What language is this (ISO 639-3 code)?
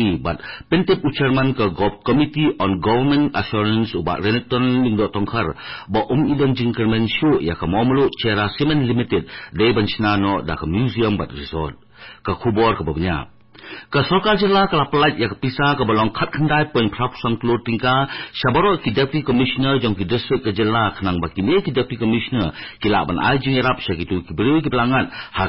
kha